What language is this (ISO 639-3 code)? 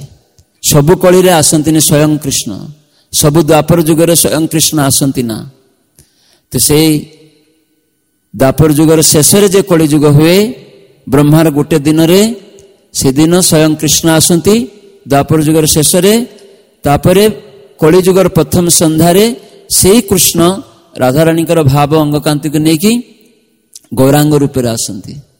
ori